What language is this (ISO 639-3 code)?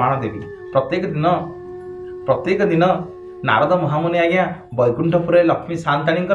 ori